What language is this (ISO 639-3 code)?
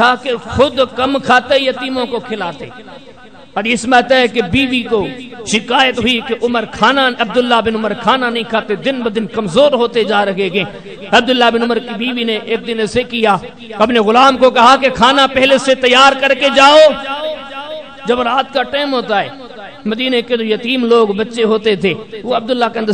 urd